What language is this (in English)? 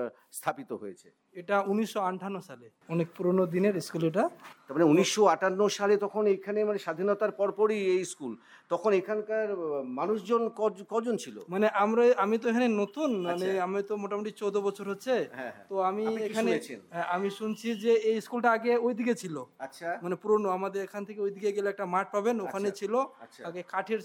Bangla